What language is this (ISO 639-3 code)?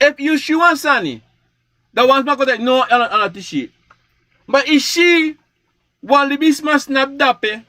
srn